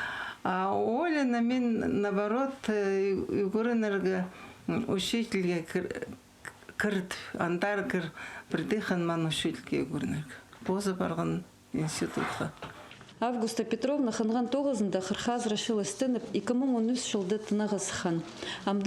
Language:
Khakas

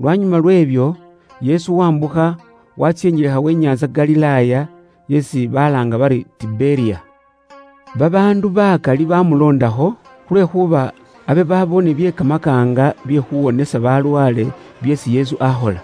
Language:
Luyia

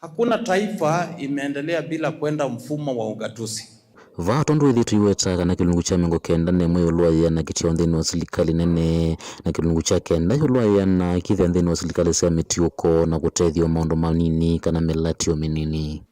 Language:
Kamba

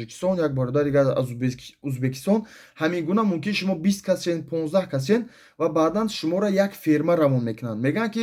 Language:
Tajik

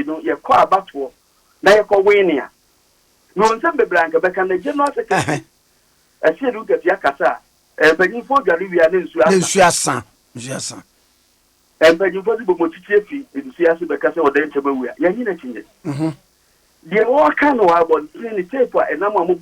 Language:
Akan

